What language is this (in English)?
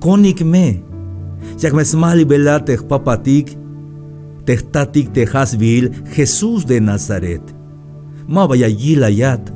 Tzeltal